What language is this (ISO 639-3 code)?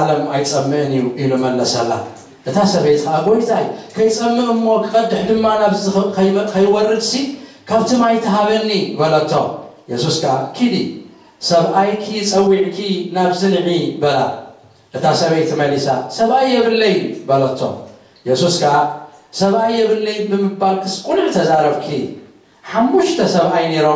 tir